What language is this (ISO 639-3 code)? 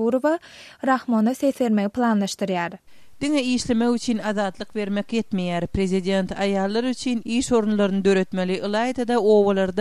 tuk